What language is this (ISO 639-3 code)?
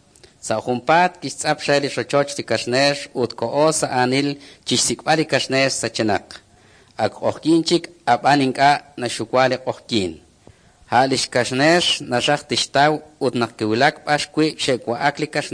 kek